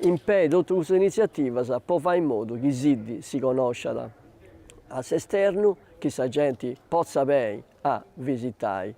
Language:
Sardinian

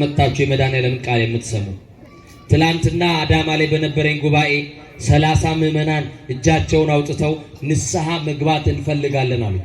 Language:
Amharic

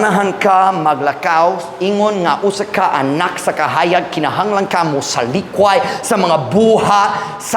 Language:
Cebuano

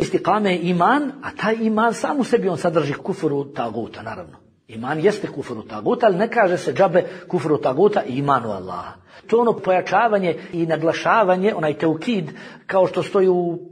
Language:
Bosnian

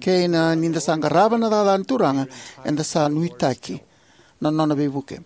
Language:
Fijian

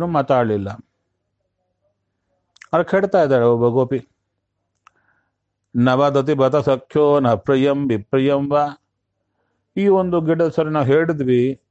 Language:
Kannada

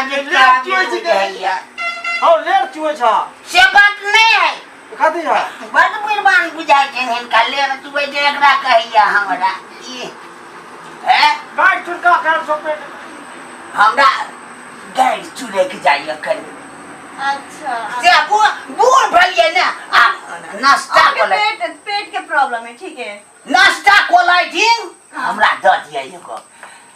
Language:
Maithili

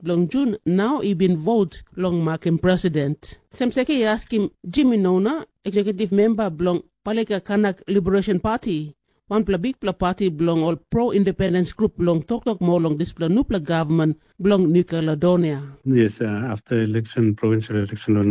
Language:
Tok Pisin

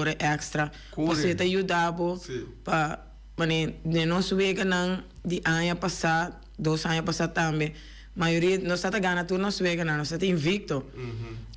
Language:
Papiamento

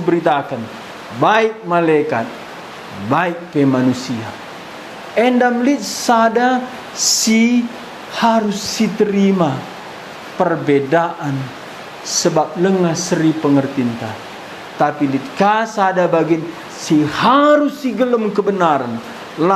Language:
Batak Karo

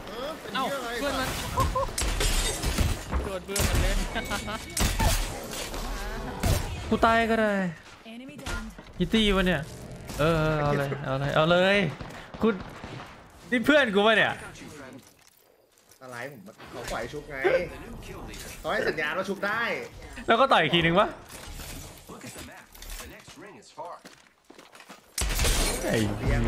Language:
Thai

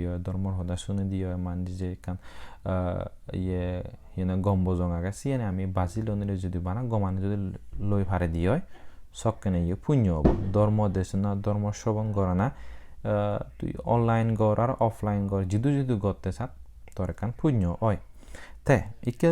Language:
Chakma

